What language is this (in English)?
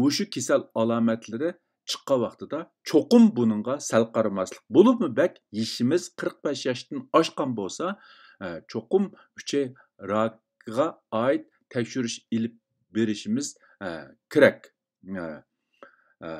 Uyghur